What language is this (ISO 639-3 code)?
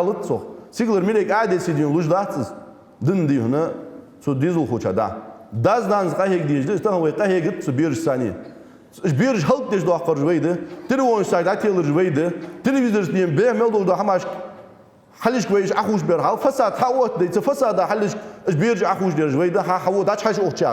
inh